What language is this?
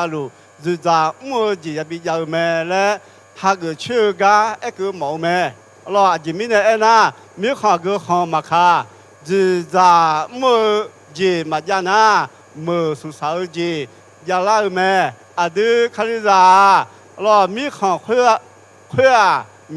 Akha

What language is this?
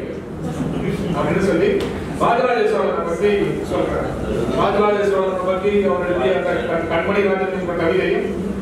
Tamil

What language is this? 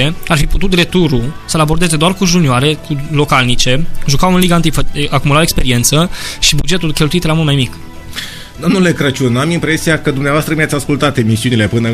Romanian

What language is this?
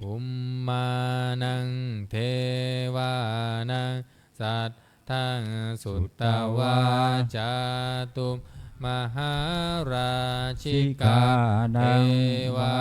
Pali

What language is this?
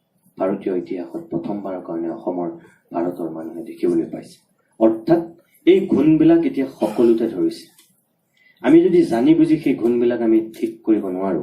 Assamese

